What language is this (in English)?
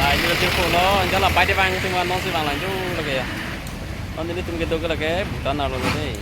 Karbi